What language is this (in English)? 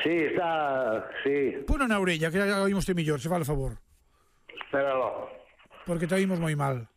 Galician